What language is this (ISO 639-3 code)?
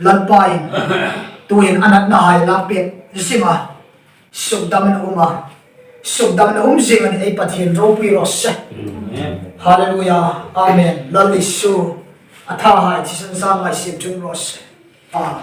hmr